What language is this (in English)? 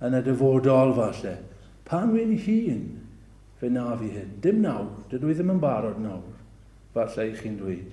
Welsh